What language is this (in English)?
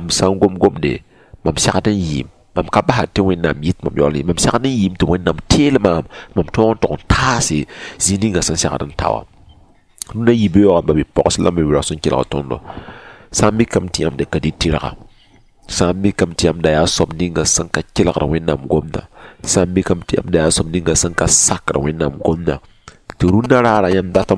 Mossi